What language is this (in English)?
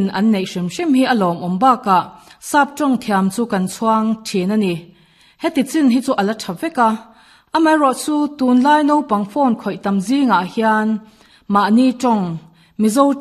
Mizo